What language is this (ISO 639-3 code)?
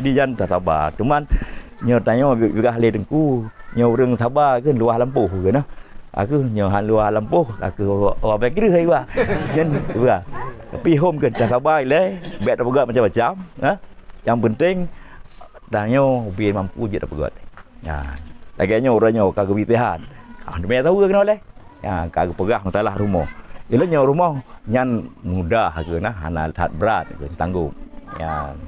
ace